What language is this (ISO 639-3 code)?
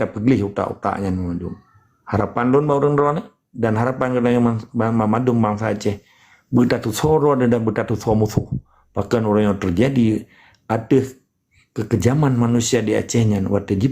ace